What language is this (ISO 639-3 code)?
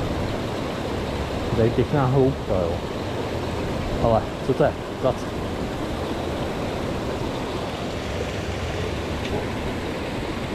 ces